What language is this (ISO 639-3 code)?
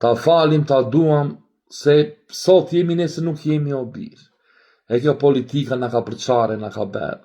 sqi